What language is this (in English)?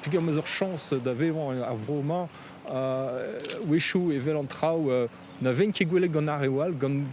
Breton